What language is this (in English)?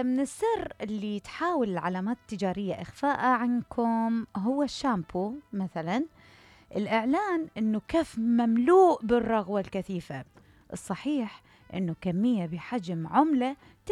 Mesopotamian Arabic